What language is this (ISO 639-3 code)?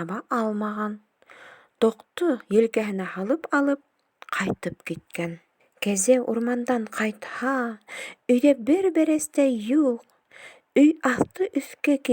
bak